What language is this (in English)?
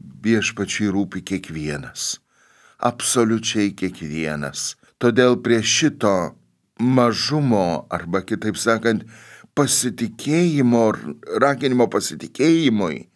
Lithuanian